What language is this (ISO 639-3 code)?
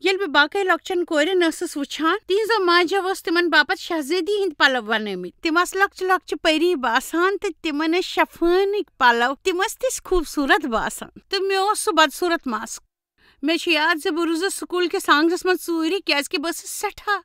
kas